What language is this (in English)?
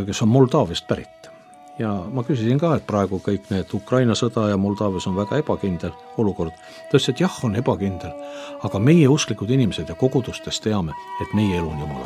Estonian